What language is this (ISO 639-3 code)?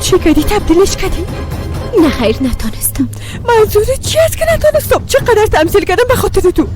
fas